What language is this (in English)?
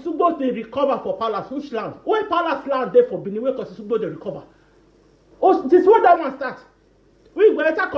Nigerian Pidgin